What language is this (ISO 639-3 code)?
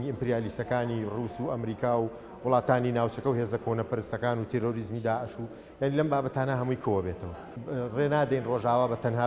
ckb